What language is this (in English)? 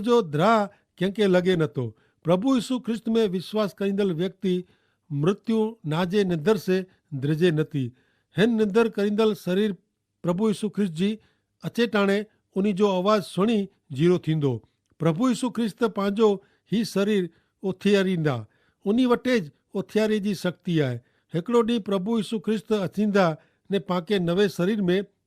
Kachhi